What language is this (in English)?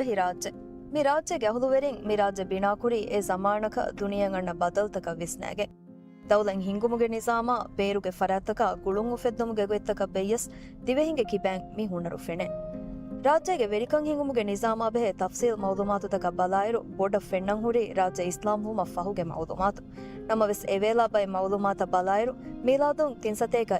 Divehi